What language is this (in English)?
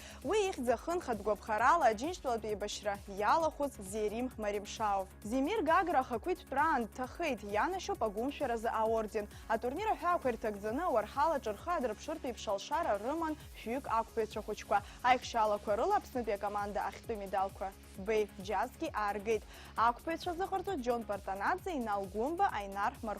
Abkhazian